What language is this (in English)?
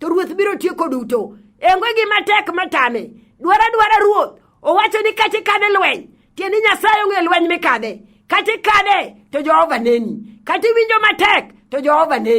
Luo (Kenya and Tanzania)